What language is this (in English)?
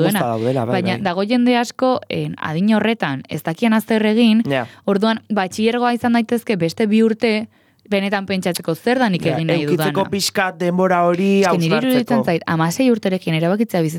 Basque